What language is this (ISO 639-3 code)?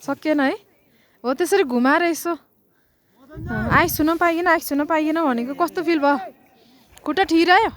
nep